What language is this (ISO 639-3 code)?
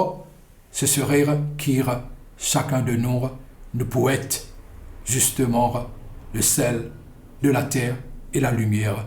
mfe